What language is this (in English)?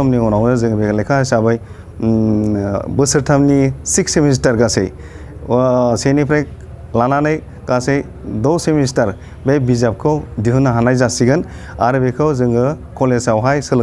Bodo